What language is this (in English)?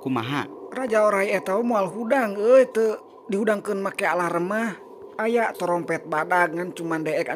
Sundanese